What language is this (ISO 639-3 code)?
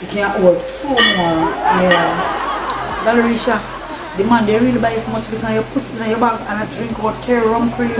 jam